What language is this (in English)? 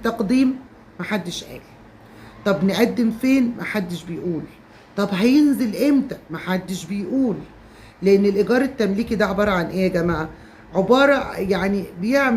Egyptian Arabic